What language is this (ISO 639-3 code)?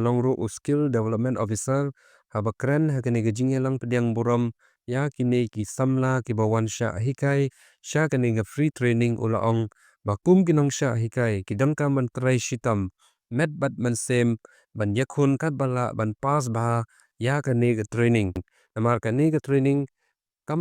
kha